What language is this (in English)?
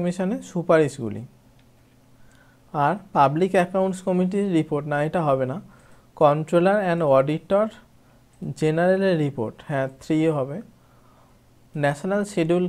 Bangla